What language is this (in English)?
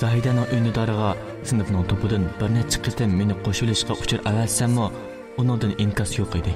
Uyghur